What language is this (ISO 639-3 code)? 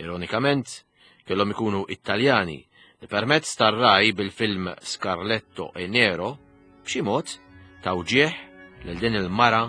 mlt